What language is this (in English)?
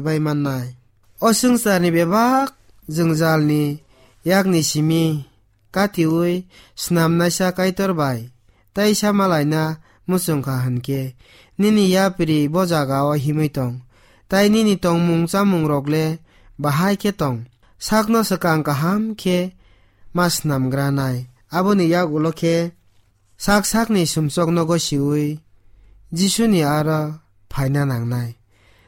Kok Borok